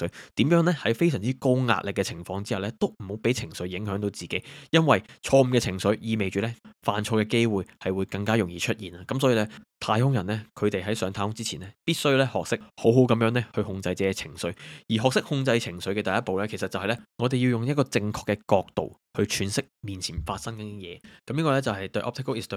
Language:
Cantonese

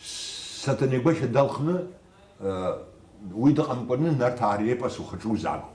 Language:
Abkhazian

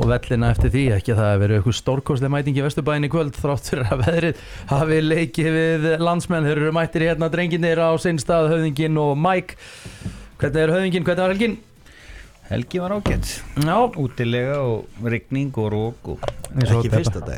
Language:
Icelandic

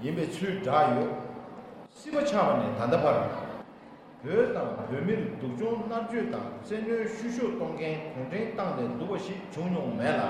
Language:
Tibetan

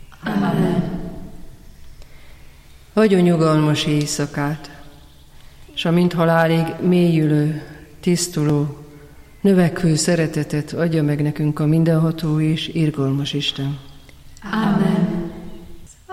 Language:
Hungarian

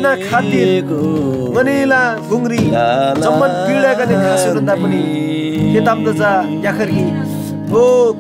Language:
Eastern Tamang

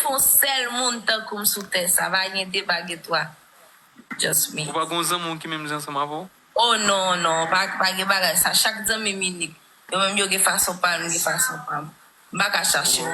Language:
Haitian Creole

